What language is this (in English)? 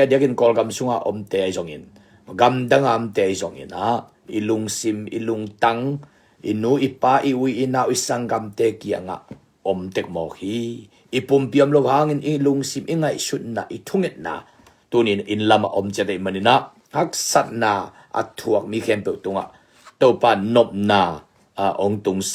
Tedim Chin